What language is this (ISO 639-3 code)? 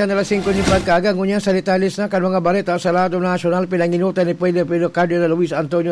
bik